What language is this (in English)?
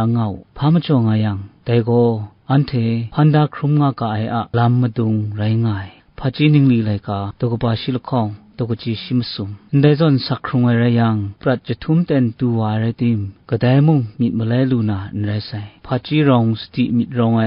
Kachin